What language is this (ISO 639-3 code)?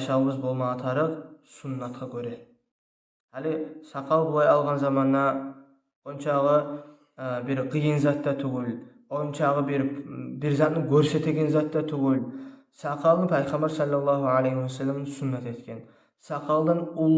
kum